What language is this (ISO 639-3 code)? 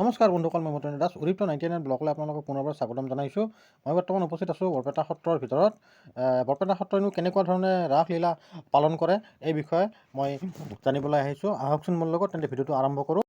asm